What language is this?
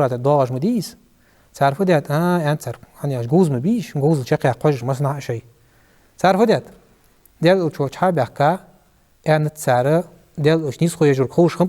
Ingush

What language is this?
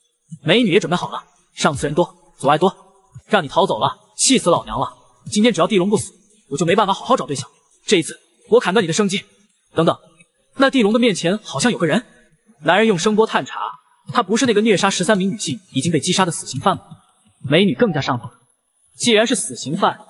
Chinese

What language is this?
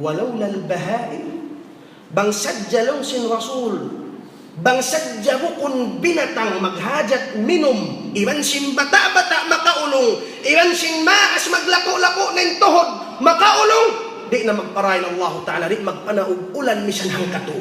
Tausug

